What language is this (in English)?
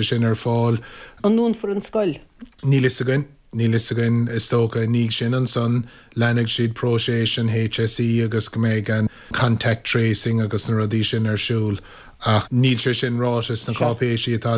Irish